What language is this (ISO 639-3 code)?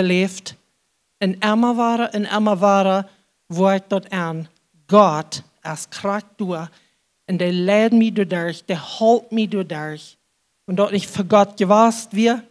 pdt